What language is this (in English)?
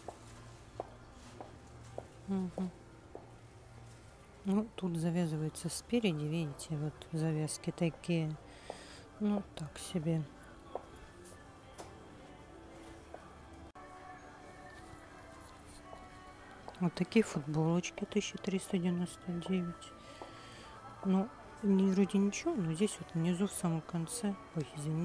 Russian